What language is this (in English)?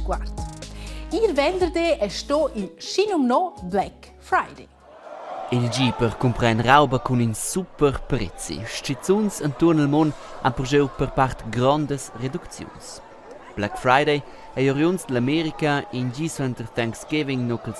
Romansh